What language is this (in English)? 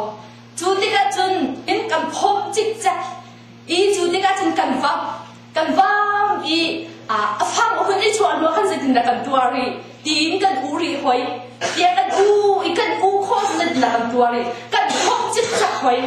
Hakha Chin